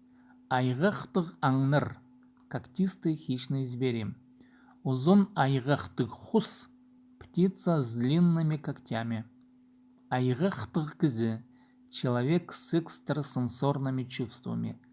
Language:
Khakas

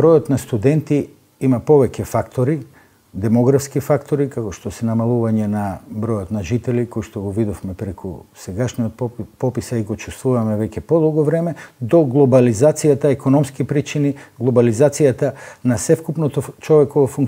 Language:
Macedonian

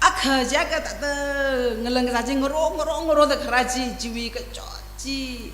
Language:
Tangkhul Naga (India)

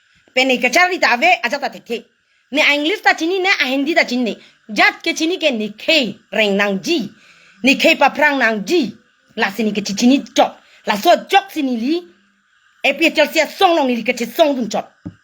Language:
Karbi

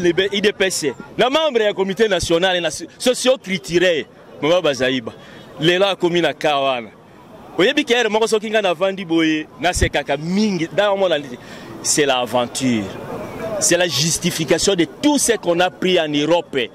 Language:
Lingala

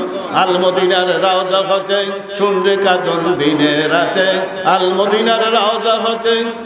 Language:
Bangla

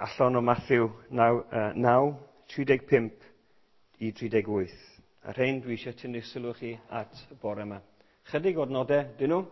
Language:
Welsh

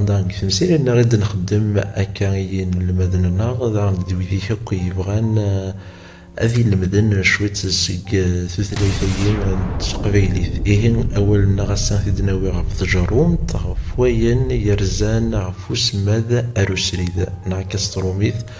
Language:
Kabyle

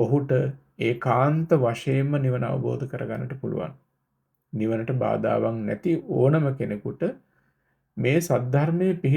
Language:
Sinhala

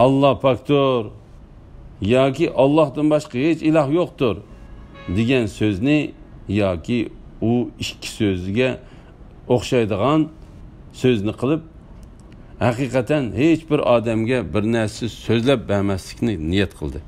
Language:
Uyghur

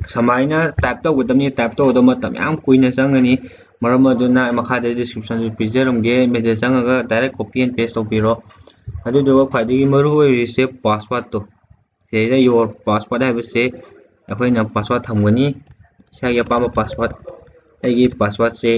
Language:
Manipuri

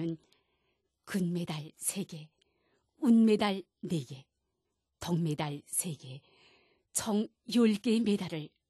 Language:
Korean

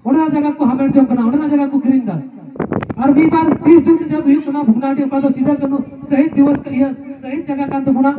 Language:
Santali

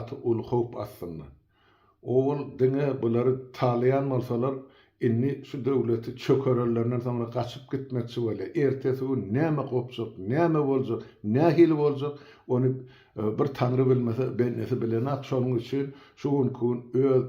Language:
Turkmen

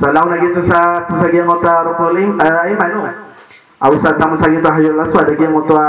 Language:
Maranao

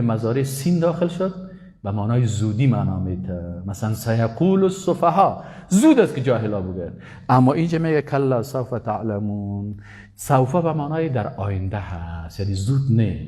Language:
Persian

